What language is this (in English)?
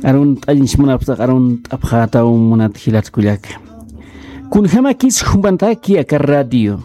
Aymara